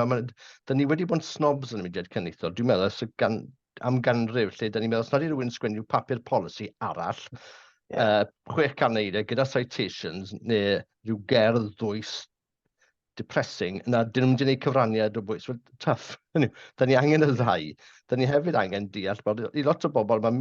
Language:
Welsh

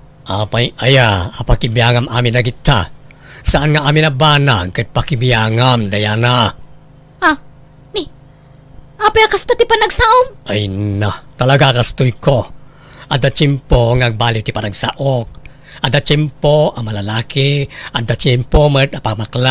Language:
Iloko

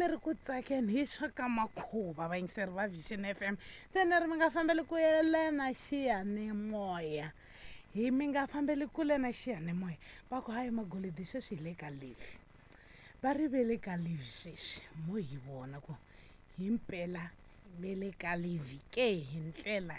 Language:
Tsonga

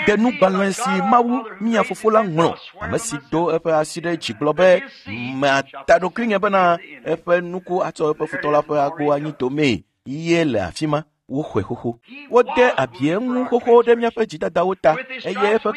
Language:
Ewe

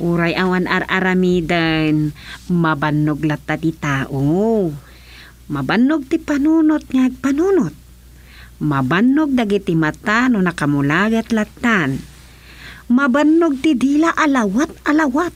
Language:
Iloko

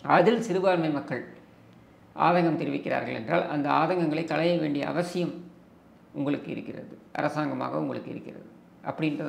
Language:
Tamil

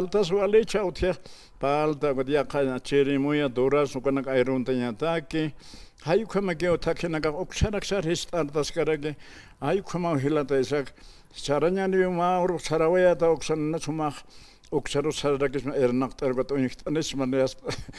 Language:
Aymara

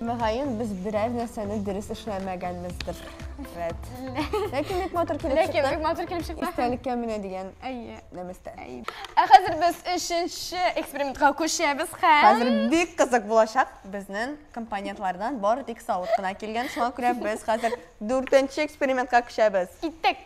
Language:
Tatar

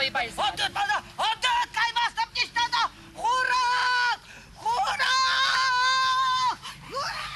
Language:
Chuvash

